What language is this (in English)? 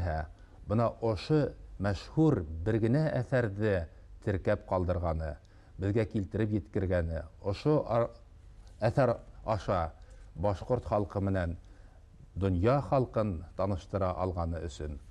Bashkir